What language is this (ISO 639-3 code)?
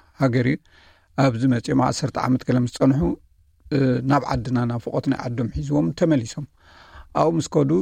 tir